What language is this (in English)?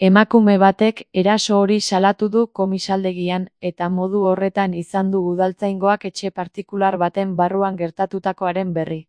Basque